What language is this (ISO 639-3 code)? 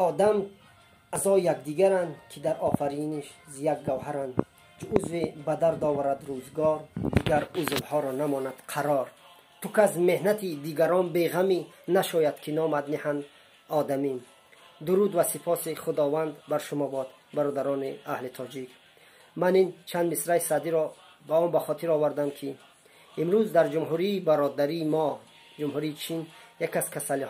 tgk